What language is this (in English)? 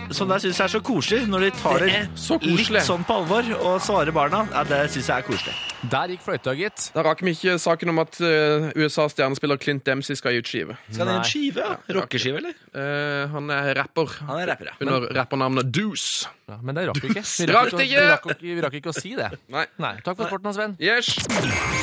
Norwegian